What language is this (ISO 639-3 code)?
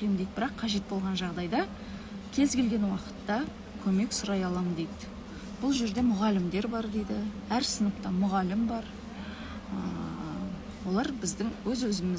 kaz